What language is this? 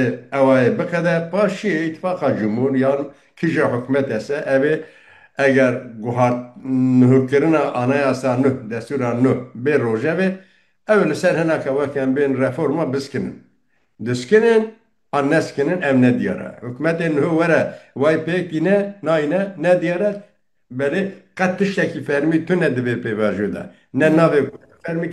Kurdish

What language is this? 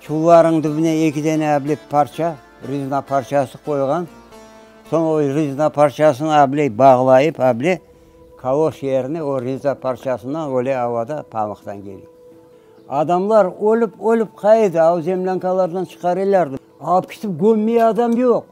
Crimean Tatar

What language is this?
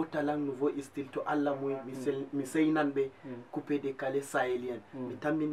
Fula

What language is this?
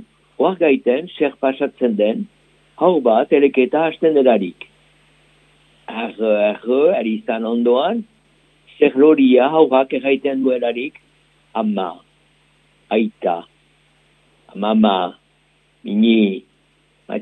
Basque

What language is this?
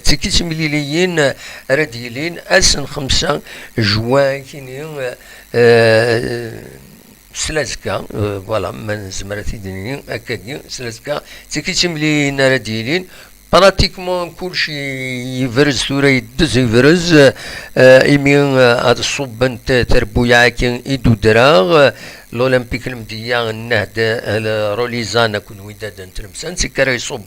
Kabyle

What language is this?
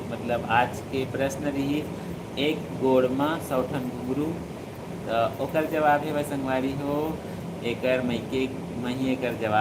Chhattisgarhi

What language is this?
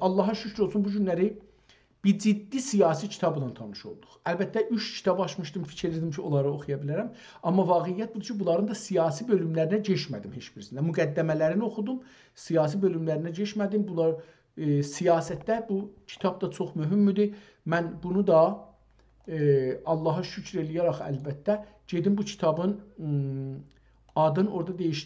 South Azerbaijani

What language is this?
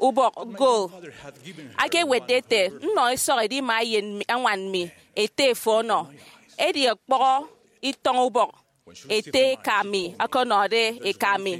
Efik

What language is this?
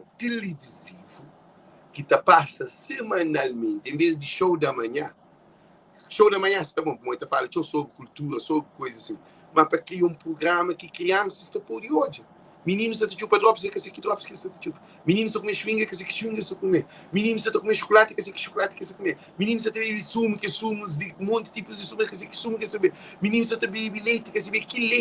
Kabuverdianu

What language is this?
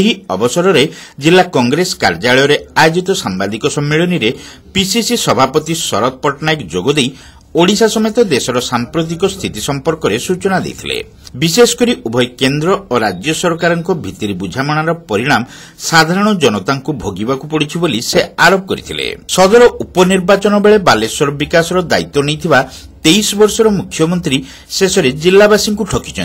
Odia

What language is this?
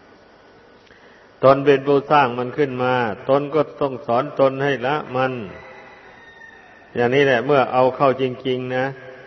Thai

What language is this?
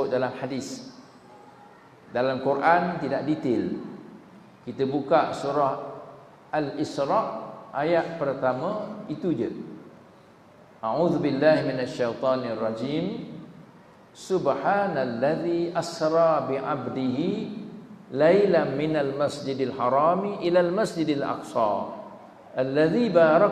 Malay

